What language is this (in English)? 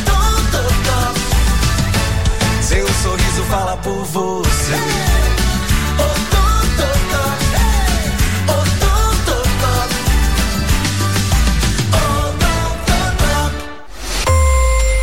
Portuguese